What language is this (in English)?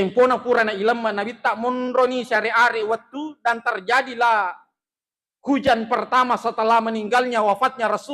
Buginese